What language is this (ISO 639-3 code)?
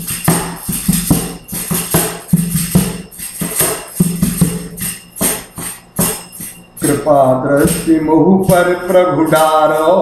hin